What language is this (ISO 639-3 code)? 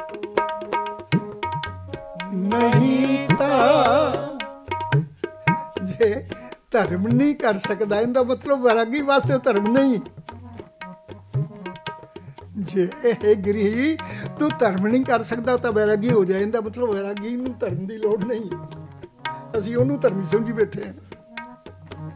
pan